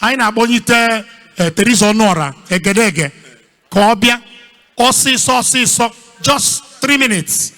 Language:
Igbo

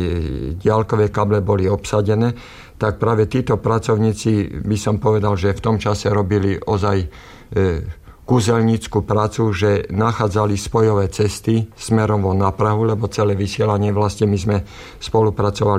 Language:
Slovak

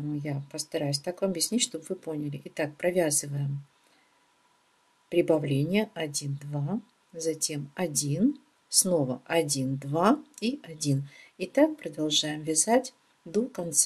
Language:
Russian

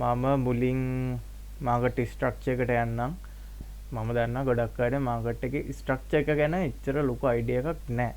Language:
Sinhala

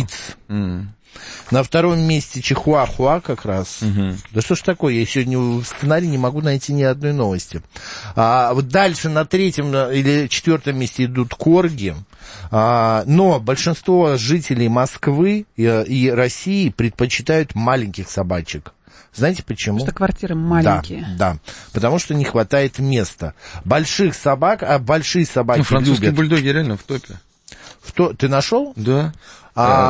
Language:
Russian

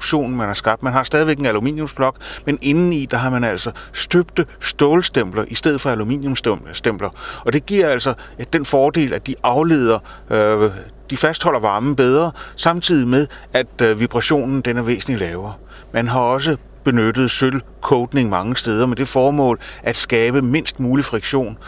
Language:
Danish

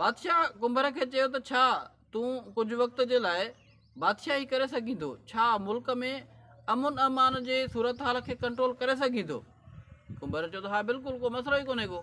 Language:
Sindhi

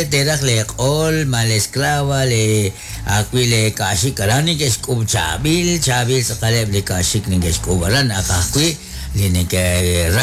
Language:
Kekchí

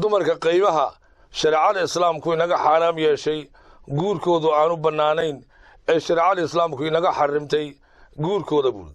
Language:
Somali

